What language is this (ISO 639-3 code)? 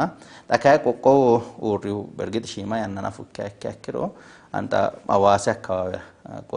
sid